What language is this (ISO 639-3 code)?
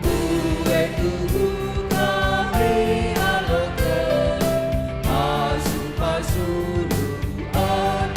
btx